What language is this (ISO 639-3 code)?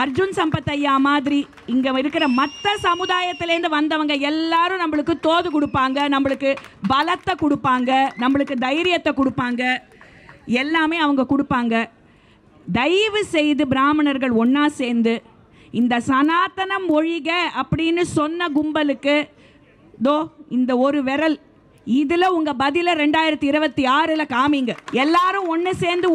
tam